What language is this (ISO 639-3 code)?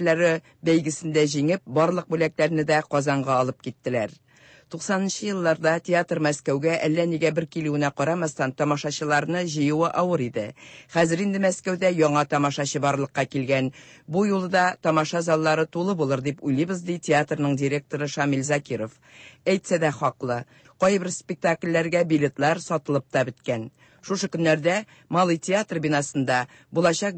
tat